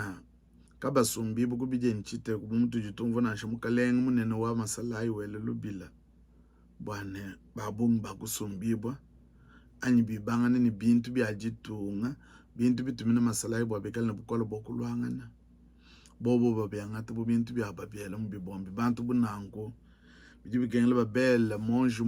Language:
Luba-Lulua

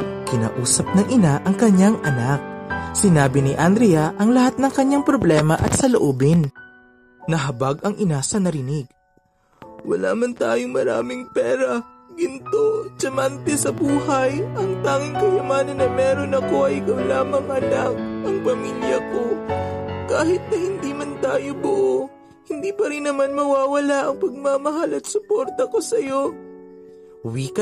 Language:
Filipino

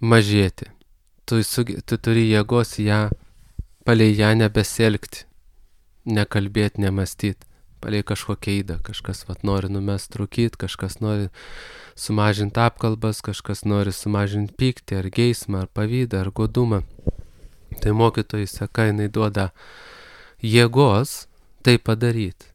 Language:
Lithuanian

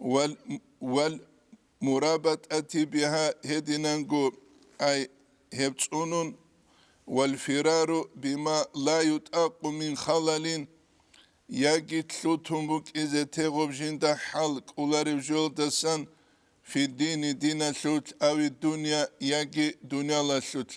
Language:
Avaric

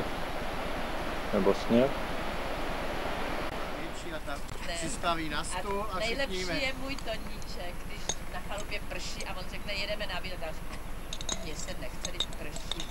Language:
Czech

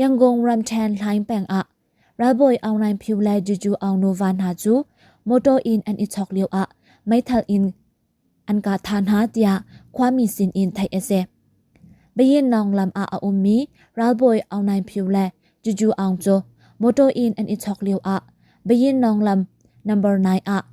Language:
Hakha Chin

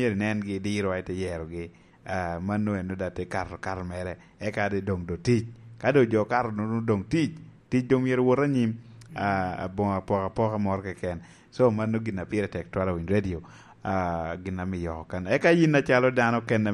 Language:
Lango (Uganda)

